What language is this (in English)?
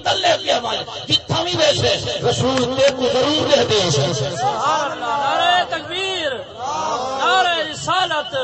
Saraiki